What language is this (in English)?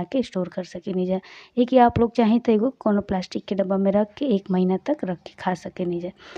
Bhojpuri